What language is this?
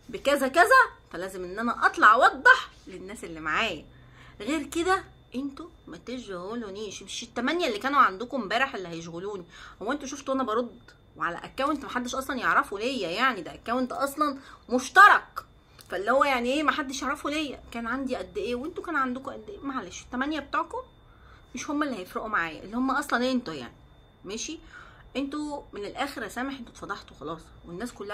Egyptian Arabic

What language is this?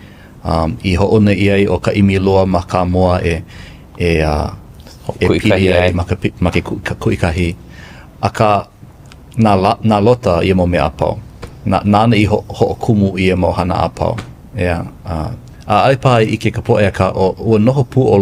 Hawaiian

